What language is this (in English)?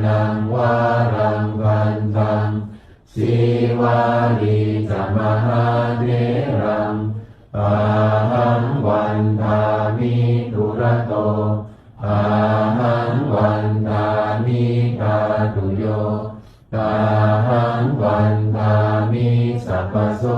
Pali